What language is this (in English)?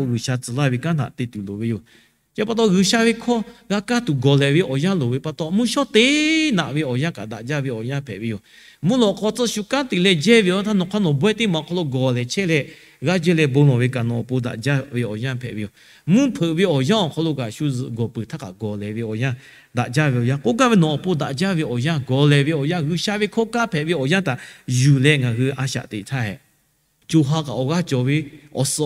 Lahu